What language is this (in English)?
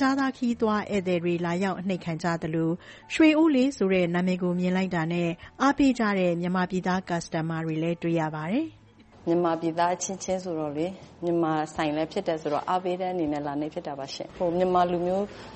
Burmese